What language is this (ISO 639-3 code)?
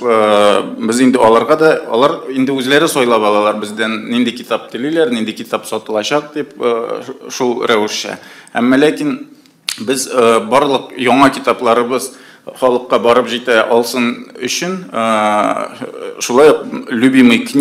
tat